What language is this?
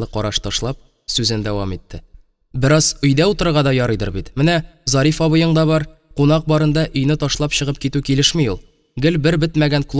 Tatar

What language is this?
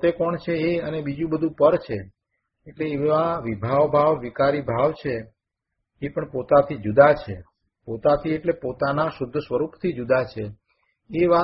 Gujarati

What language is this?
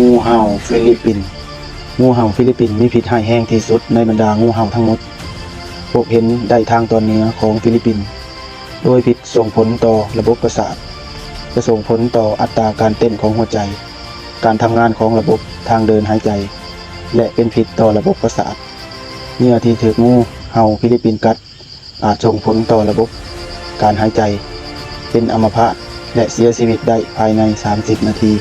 Lao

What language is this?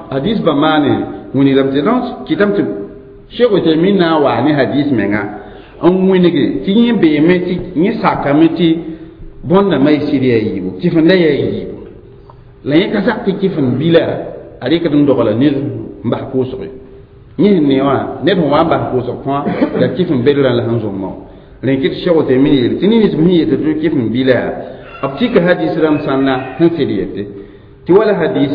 Mossi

